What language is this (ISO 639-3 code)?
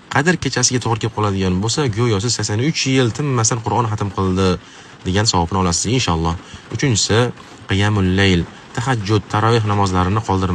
uzb